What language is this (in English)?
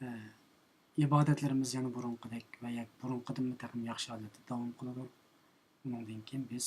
Uyghur